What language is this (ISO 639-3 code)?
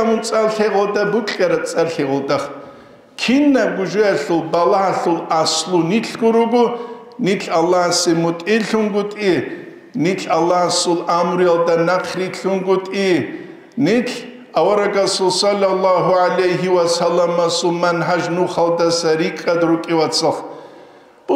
ava